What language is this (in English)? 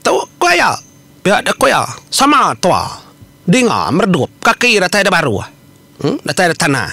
Iban